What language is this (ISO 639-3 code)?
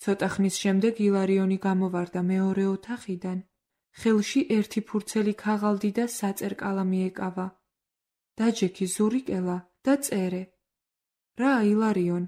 kat